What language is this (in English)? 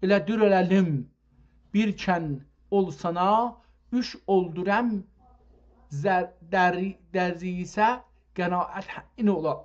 South Azerbaijani